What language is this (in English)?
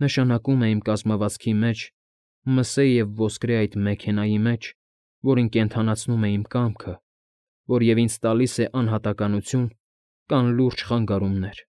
Armenian